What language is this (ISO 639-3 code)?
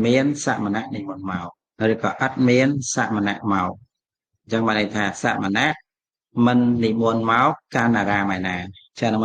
khm